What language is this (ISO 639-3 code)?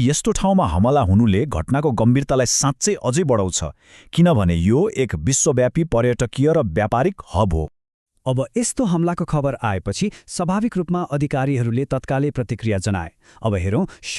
nep